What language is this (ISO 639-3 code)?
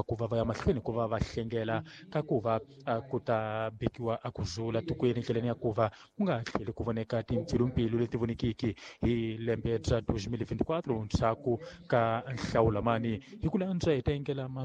tso